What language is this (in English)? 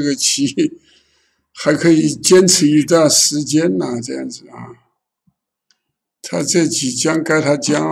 Chinese